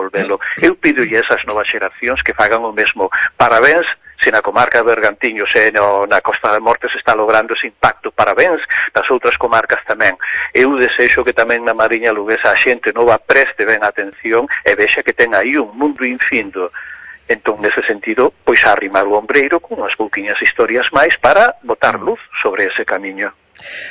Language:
Galician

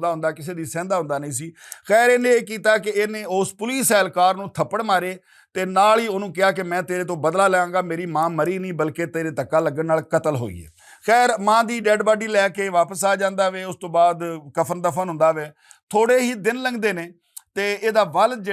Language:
Western Panjabi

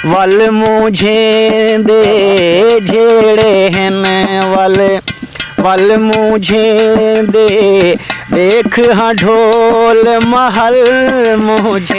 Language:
Saraiki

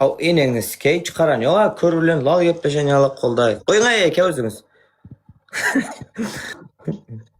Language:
Turkmen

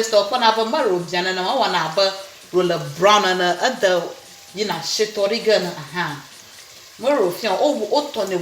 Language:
Ewe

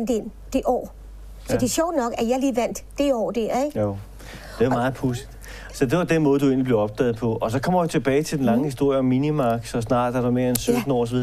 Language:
Danish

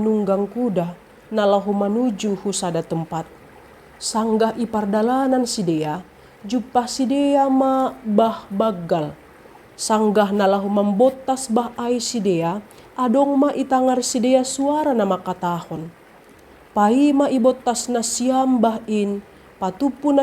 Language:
Batak Simalungun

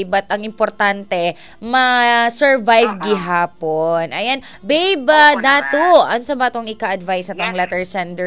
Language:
Cebuano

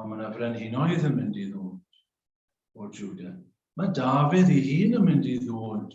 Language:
Welsh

